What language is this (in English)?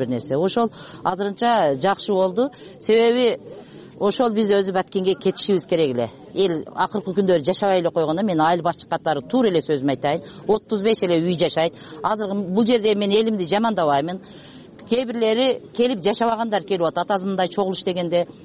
Kyrgyz